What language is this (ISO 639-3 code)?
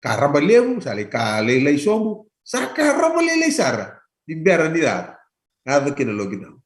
fij